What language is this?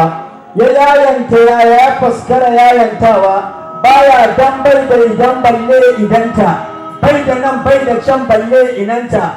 Hausa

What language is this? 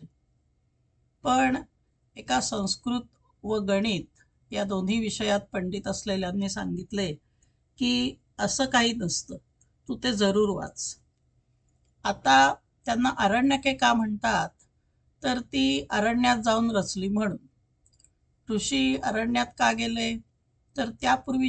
Marathi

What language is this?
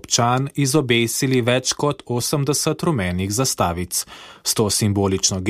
Slovenian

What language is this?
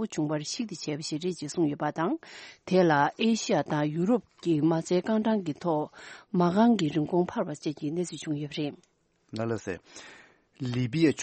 Tibetan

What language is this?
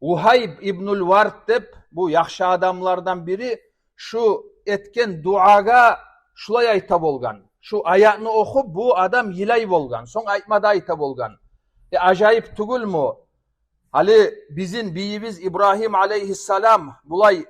Kumyk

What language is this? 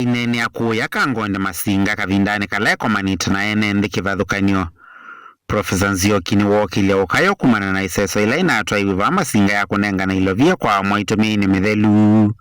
Kamba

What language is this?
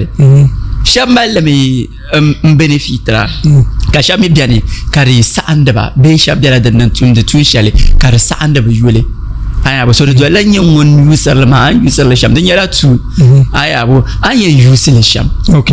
Dagbani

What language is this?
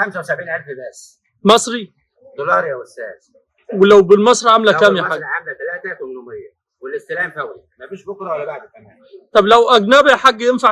Egyptian Arabic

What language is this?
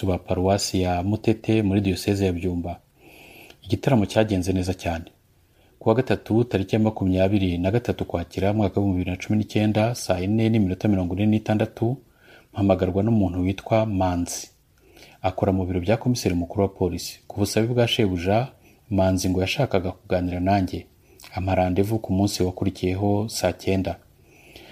Kinyarwanda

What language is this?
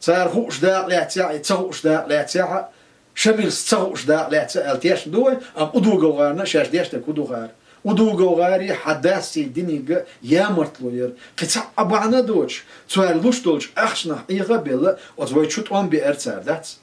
Chechen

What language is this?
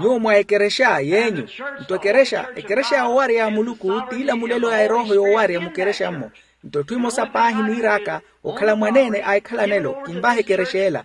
Makhuwa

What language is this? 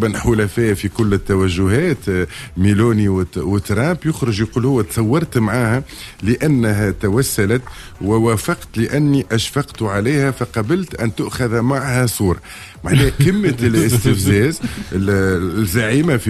Tunisian Arabic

